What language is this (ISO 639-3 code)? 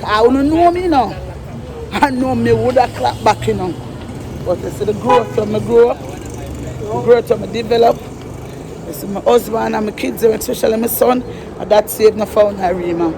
jam